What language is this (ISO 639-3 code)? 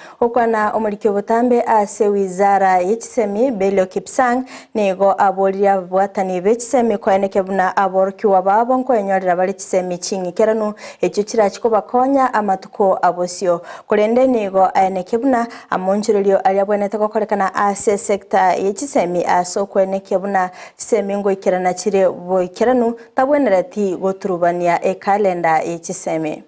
guz